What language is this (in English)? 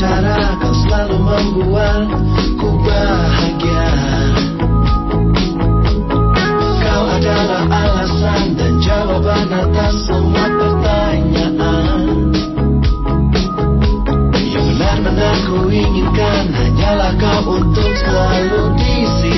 Indonesian